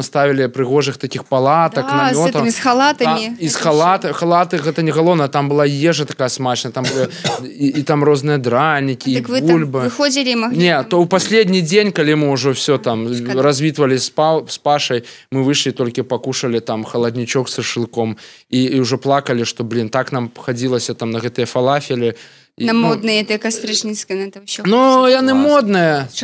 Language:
Belarusian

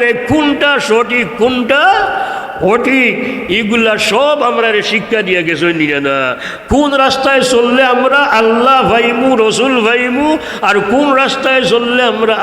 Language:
Sylheti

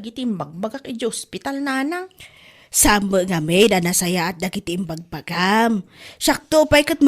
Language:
Iloko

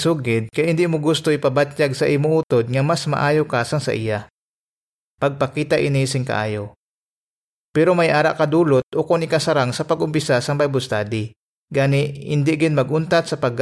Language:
Hiligaynon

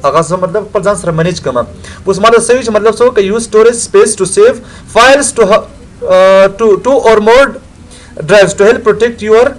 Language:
Pashto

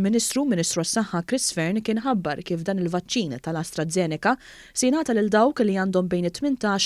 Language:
Maltese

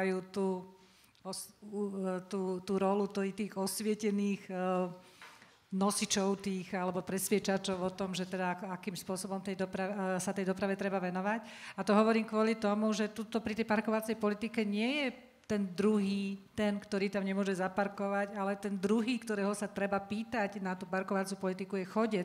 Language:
Slovak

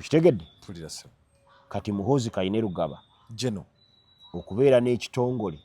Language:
Ganda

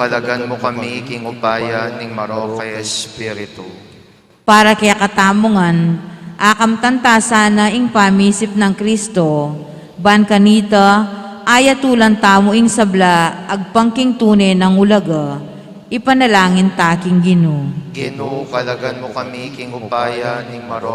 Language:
Pampanga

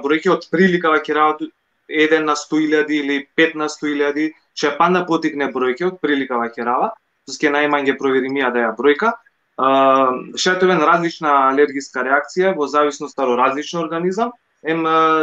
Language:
Balkan Romani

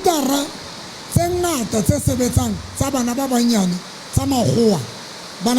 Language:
Southern Sotho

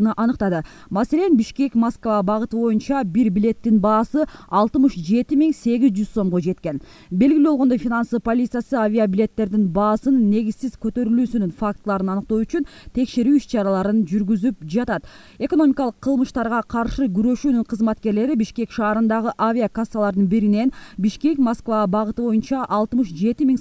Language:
Kyrgyz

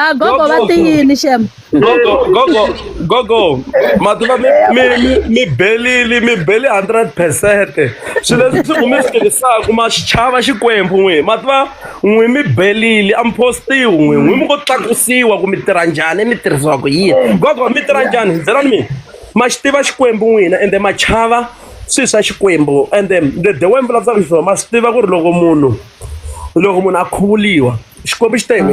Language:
Tsonga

